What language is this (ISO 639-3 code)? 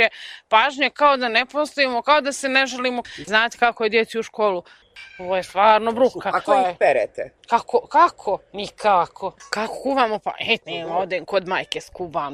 srp